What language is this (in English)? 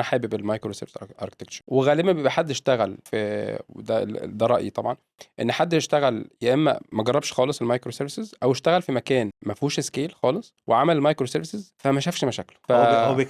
Egyptian Arabic